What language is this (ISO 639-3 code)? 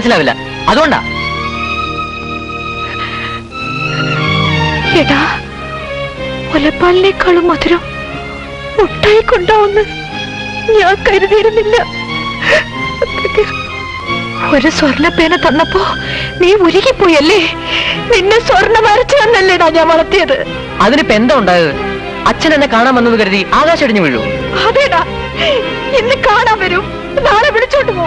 mal